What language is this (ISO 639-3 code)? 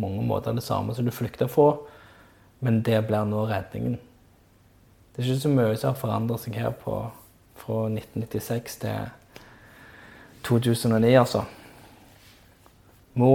nor